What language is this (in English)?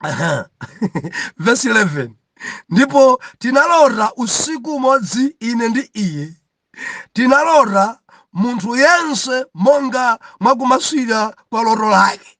Nyanja